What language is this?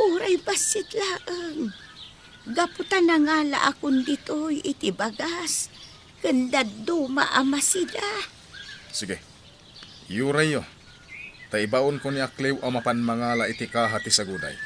Iloko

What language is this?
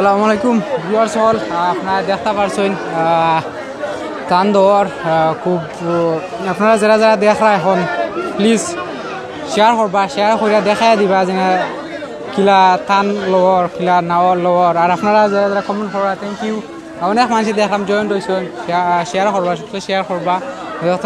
Sylheti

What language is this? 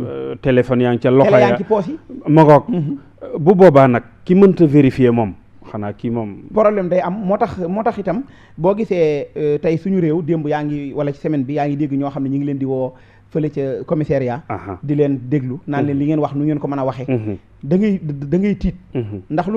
Wolof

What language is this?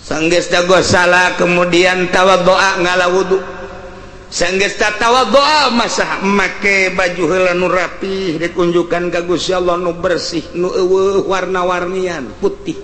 Sundanese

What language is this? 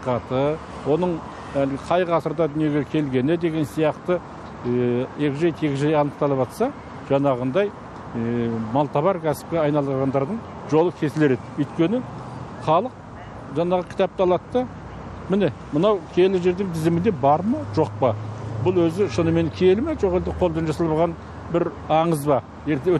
Kazakh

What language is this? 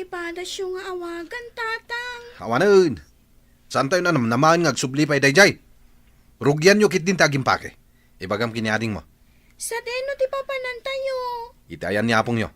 Iloko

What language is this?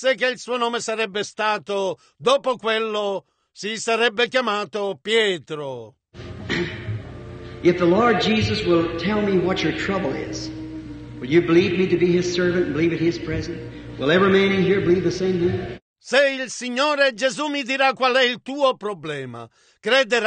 Italian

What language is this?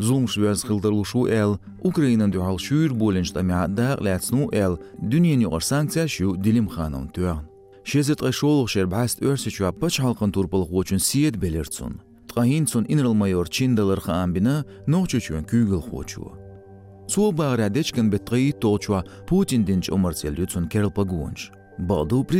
Chechen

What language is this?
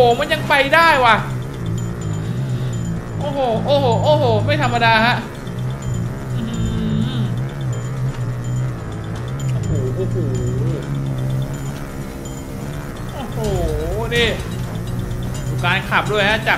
Thai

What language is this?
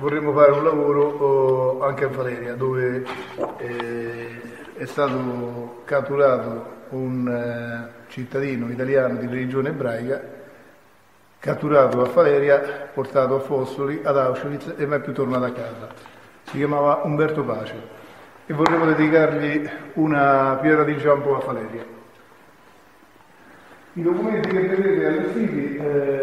Italian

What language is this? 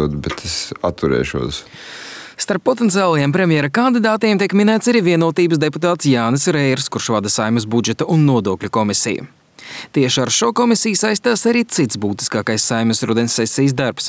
Latvian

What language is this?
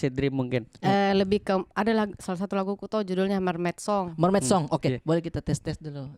Makassar Malay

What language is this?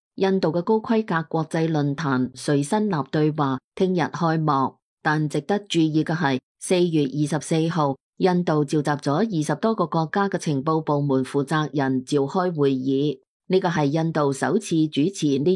Cantonese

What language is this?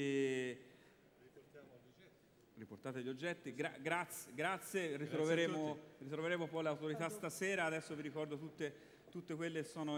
Italian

